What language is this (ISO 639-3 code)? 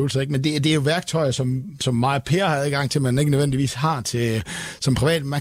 dan